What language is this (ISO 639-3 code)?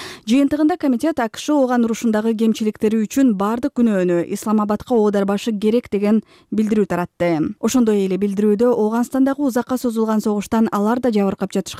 kir